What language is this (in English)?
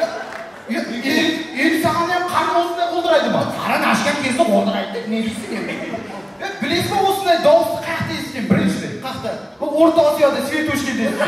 Kara-Kalpak